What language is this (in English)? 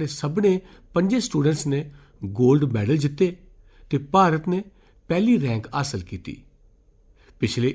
Dogri